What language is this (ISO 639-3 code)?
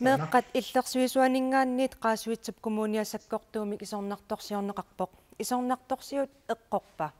kal